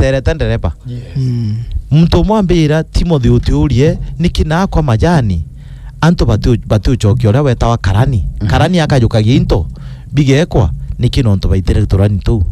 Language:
Meru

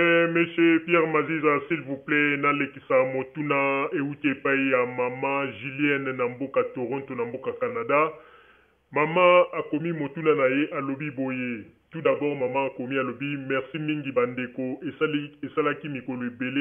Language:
Lingala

